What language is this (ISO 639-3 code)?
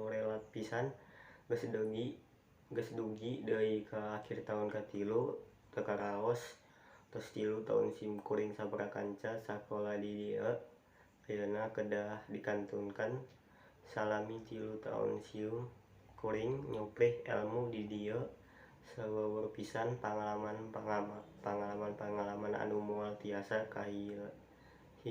sun